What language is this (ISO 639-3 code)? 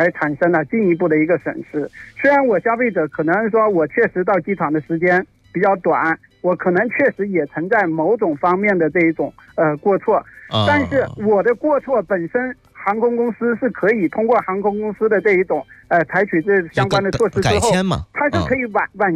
zho